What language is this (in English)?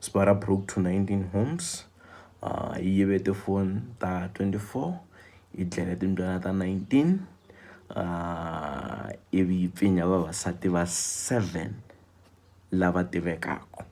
Tsonga